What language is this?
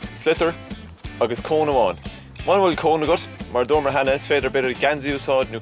Irish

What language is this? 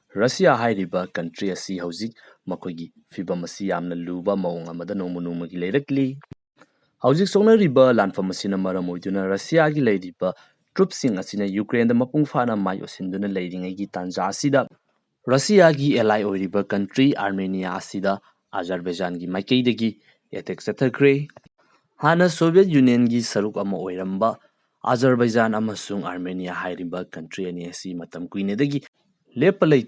Manipuri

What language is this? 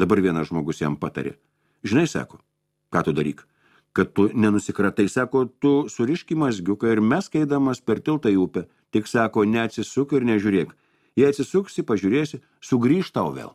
Lithuanian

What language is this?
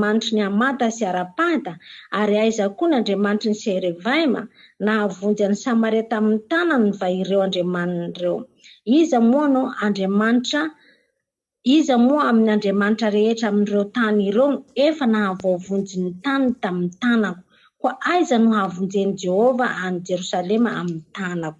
Malagasy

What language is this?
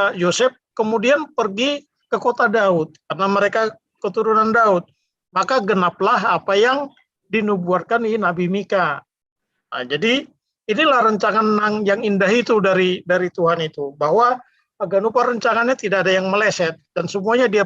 Batak Simalungun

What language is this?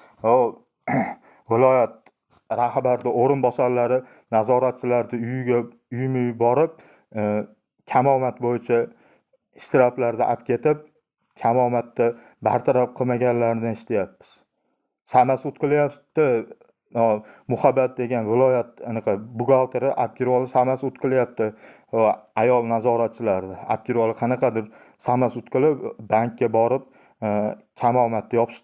Uzbek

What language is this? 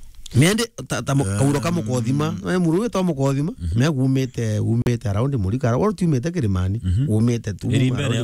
Meru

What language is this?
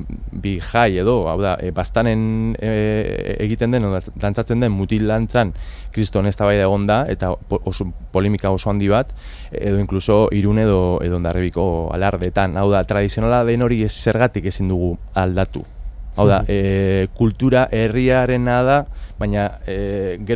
Basque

